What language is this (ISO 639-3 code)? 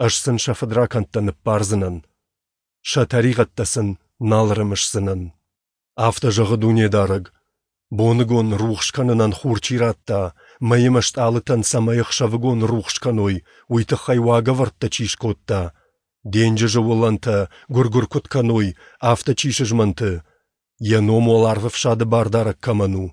oss